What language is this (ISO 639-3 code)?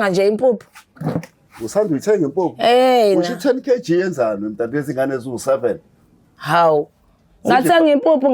zul